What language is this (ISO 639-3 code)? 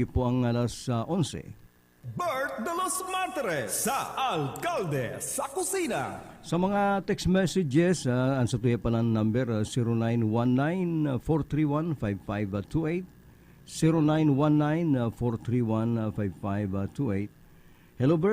bik